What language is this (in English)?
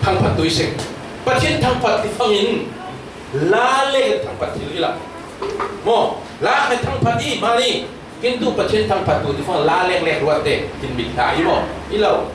Falam Chin